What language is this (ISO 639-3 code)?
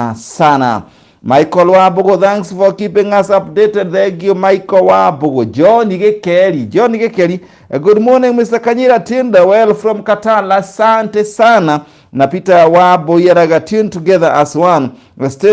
kik